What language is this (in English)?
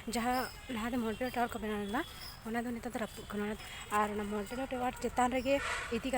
Santali